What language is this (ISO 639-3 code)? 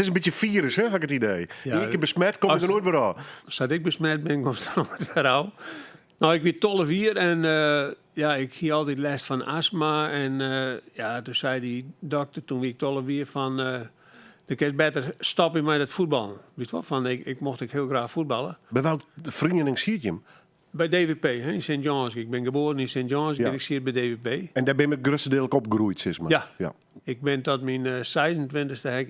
fry